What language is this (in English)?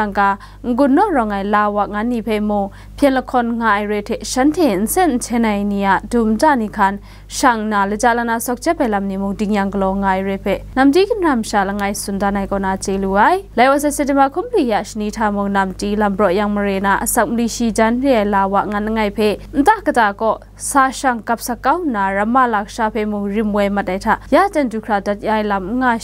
Kachin